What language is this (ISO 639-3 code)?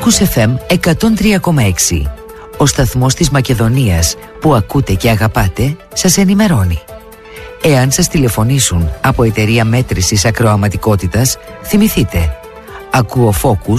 ell